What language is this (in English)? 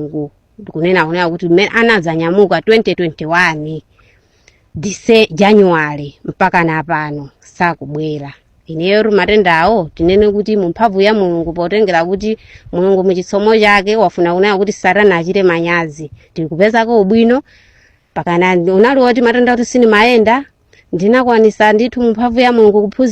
Nyanja